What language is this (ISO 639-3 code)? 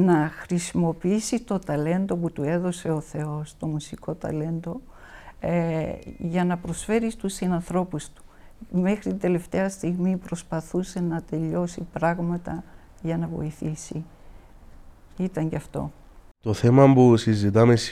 ell